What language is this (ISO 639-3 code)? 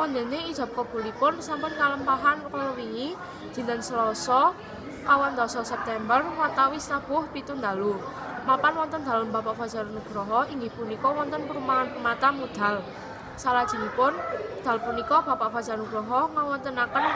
jav